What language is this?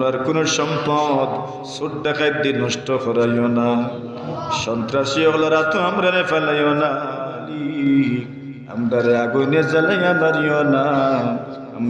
Sylheti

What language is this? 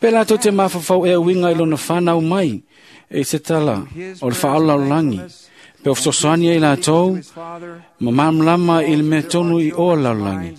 Samoan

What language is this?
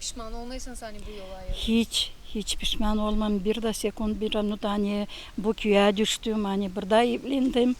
Gagauz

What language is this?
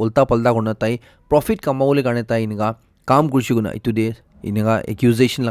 Naga Pidgin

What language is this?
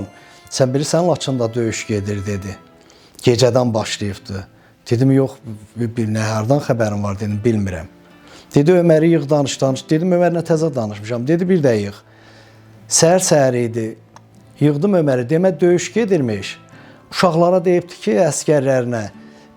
Azerbaijani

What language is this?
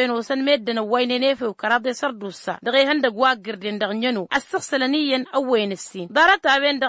Tamasheq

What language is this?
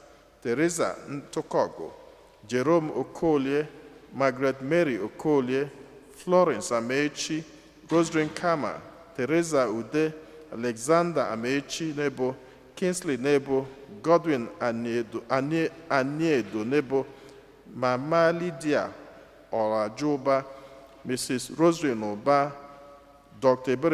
Igbo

